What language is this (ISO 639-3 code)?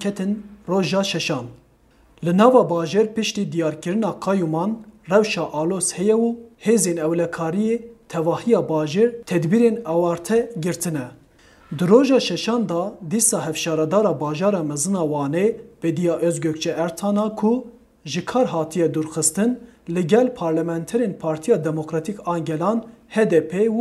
kur